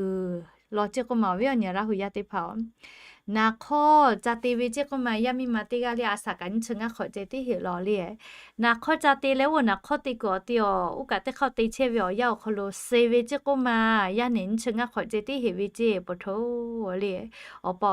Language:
Lahu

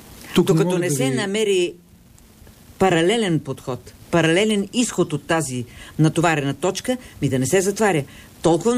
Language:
Bulgarian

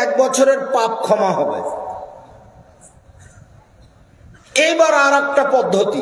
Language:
Bangla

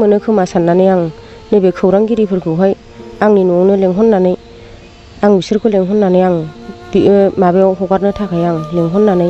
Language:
Bodo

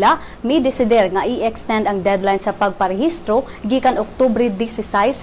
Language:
Cebuano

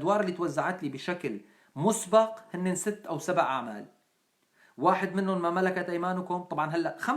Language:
North Levantine Arabic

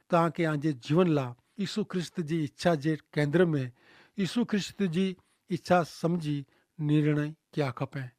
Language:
Kachhi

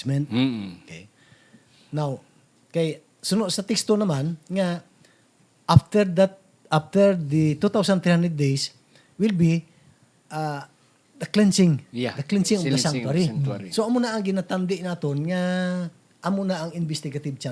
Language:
Hiligaynon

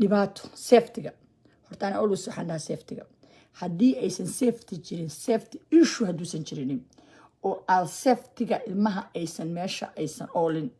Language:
Somali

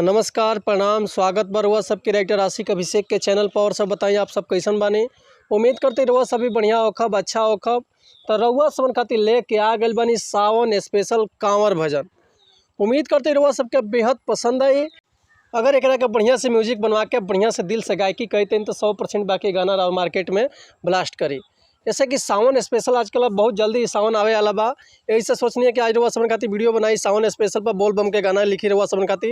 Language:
Bhojpuri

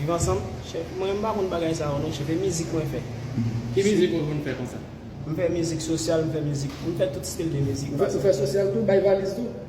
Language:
Haitian Creole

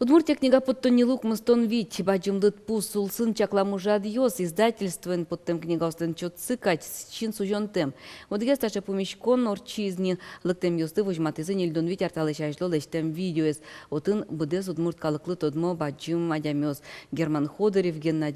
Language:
Udmurt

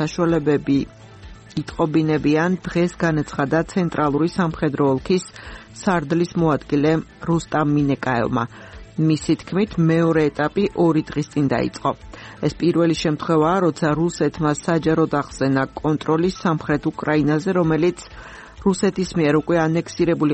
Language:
Georgian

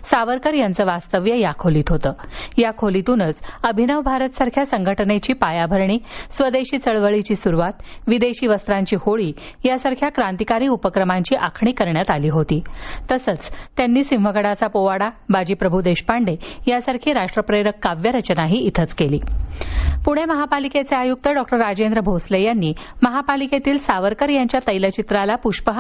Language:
Marathi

